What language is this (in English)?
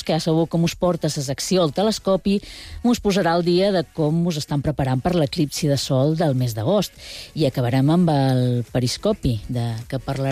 Catalan